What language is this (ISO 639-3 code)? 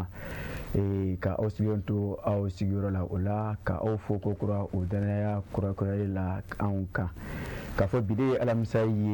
bam